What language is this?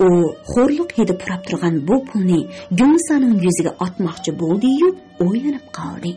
Uyghur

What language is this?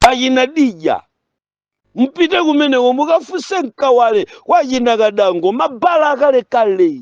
Nyanja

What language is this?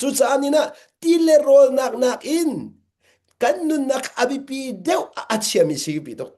Hakha Chin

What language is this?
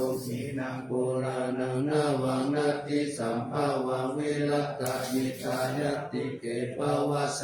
Pali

